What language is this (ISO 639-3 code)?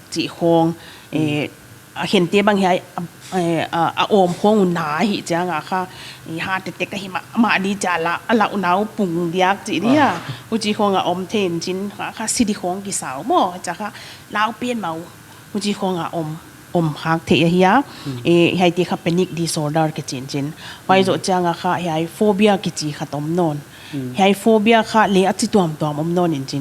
pck